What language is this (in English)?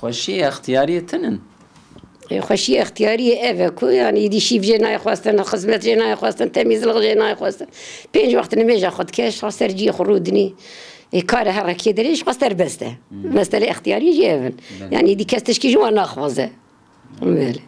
Kurdish